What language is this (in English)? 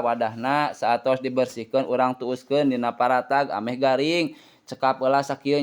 Sundanese